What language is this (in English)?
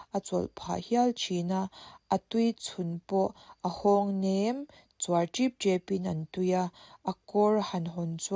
Mizo